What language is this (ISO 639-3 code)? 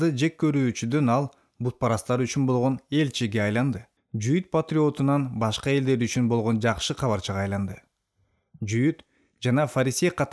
kir